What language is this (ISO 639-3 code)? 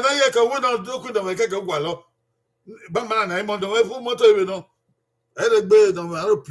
bin